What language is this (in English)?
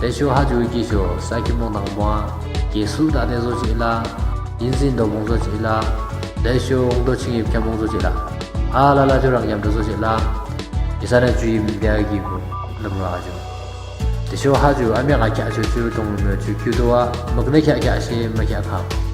Yimchungru Naga